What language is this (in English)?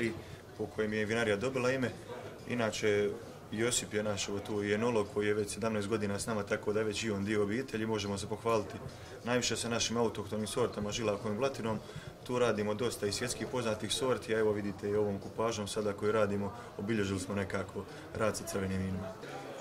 Croatian